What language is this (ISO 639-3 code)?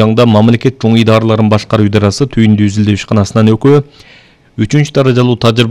kir